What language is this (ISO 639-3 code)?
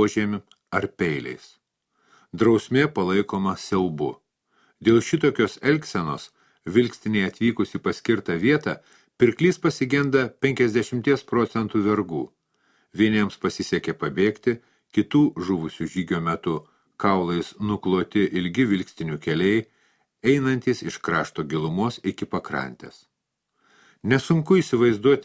lit